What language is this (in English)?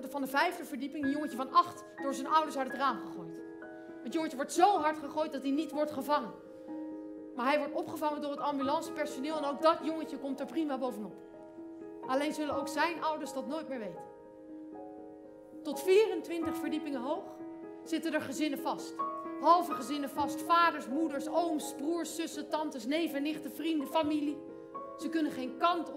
Dutch